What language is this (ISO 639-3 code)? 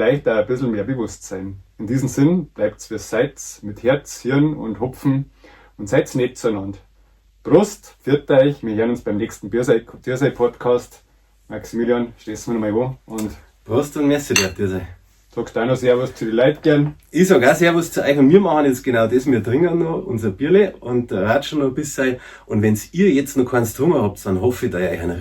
bar